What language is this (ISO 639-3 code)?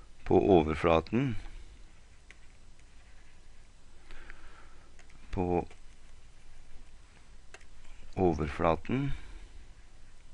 nor